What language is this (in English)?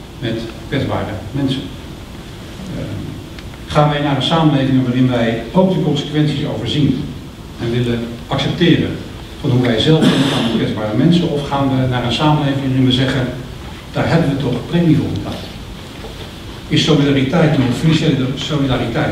Dutch